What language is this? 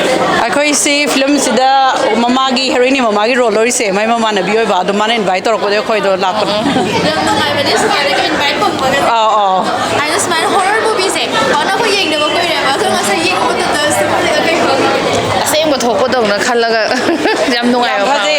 Manipuri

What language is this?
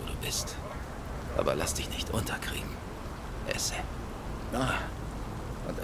Bavarian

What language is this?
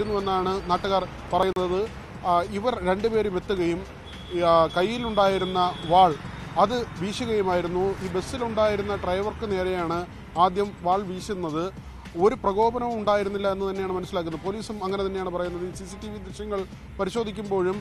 Malayalam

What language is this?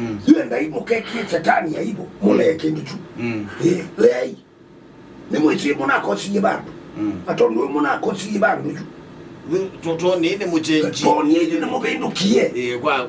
Kamba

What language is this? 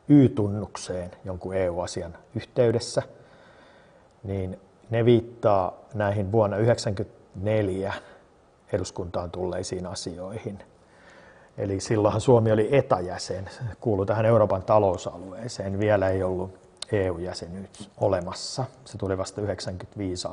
Finnish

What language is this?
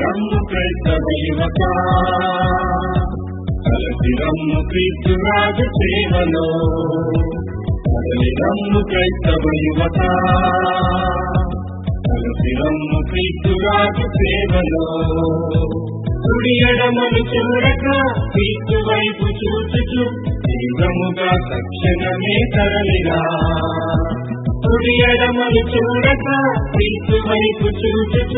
Telugu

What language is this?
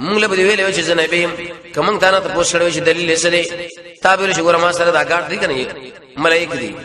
Pashto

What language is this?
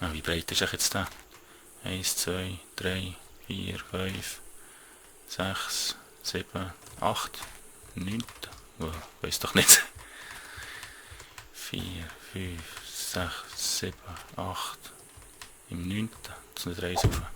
Swiss German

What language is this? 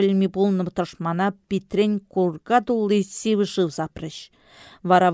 Chuvash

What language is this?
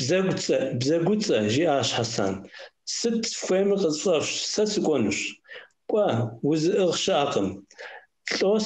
Kabardian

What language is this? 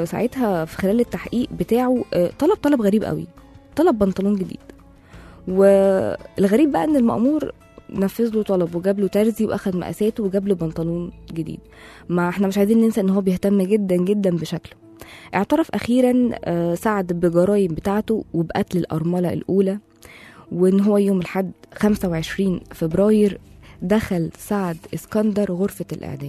Egyptian Arabic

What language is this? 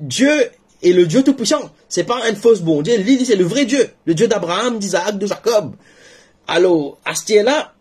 Morisyen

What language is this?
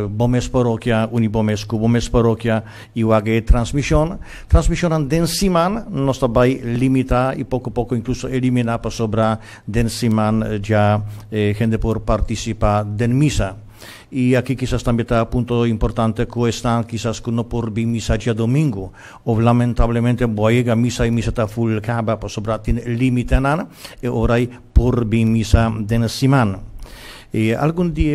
Papiamento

